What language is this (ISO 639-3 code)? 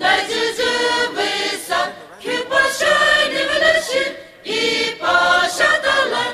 pmx